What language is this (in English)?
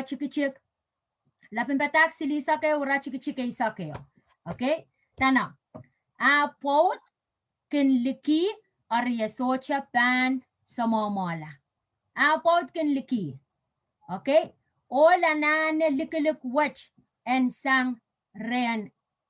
Pohnpeian